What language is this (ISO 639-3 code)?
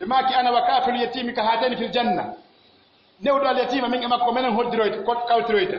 fuf